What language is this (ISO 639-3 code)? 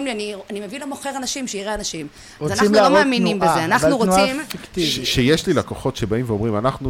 heb